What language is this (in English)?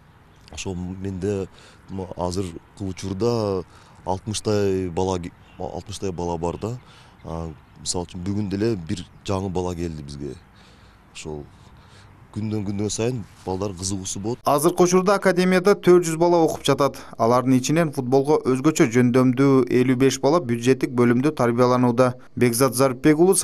Kyrgyz